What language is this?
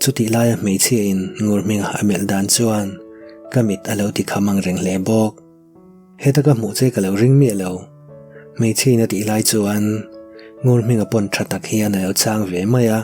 Mizo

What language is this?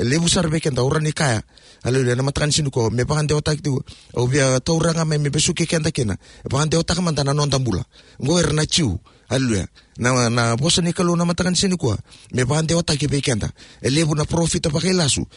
Fijian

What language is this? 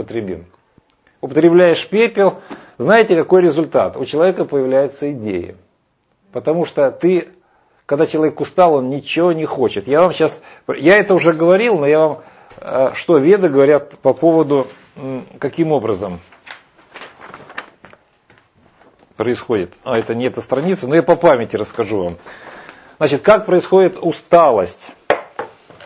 Russian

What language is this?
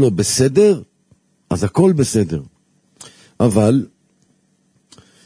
Hebrew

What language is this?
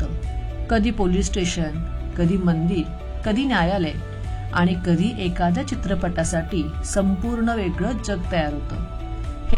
Marathi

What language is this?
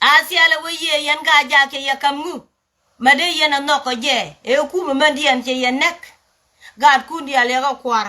Nuer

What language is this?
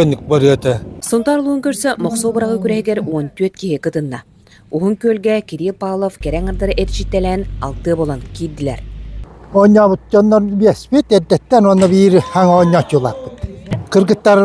Yakut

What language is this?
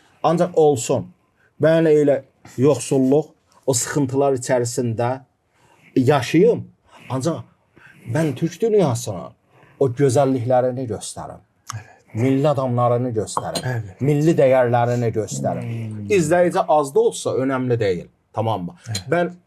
Gagauz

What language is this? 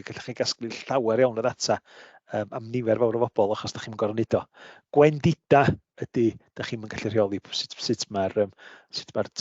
Welsh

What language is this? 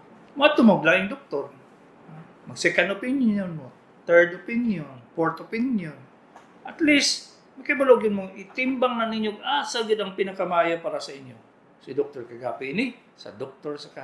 Cebuano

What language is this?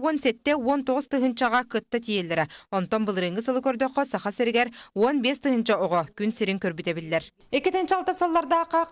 Yakut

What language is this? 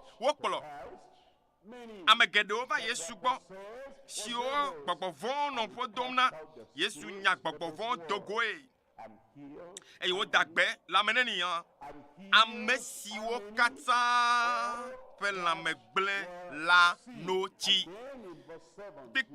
Ewe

